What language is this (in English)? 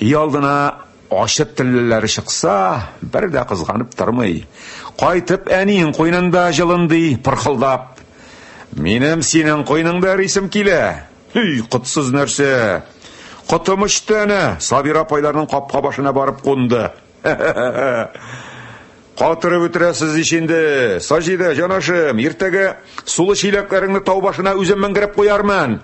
Tatar